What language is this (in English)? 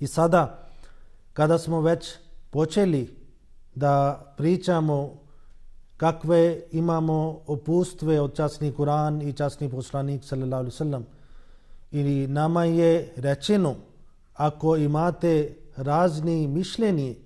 Bosnian